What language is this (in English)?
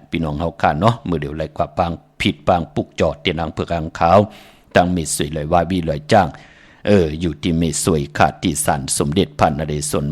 Shan